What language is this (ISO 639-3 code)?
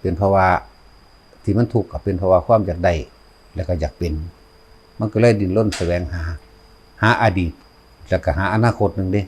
tts